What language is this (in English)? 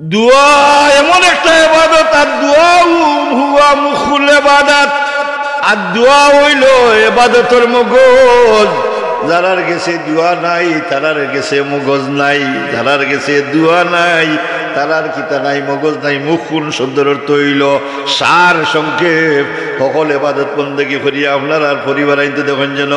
Sylheti